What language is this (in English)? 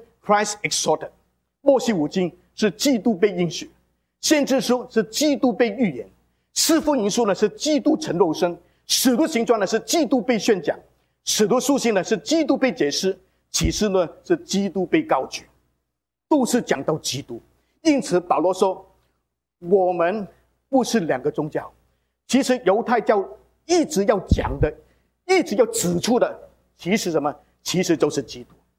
Chinese